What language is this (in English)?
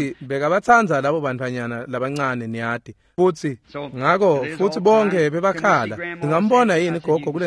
Swati